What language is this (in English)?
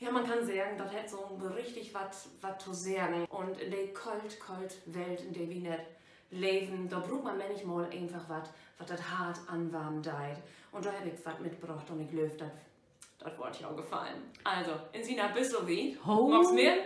Low German